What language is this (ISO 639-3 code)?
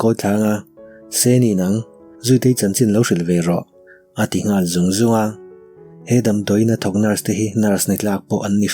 lus